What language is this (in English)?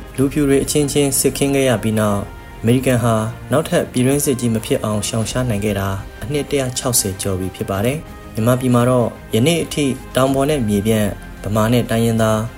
Burmese